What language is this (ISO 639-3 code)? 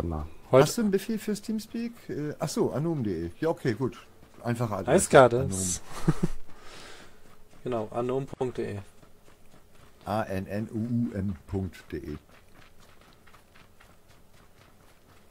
deu